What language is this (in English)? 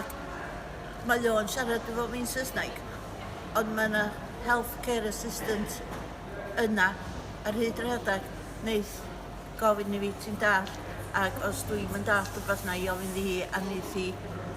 Welsh